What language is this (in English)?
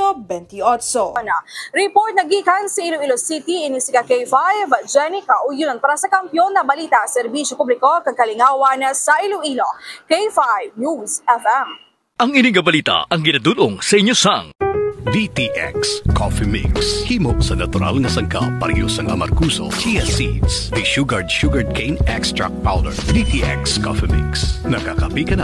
Hiligaynon